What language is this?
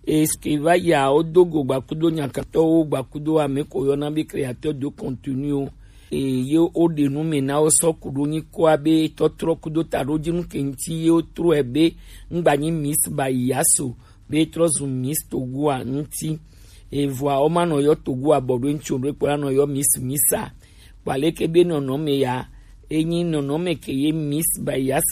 Gen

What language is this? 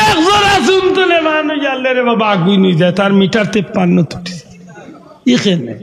Sylheti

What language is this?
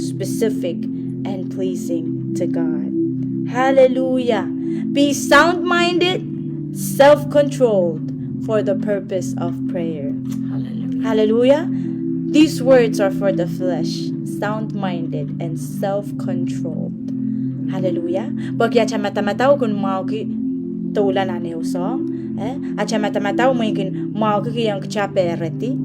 Pohnpeian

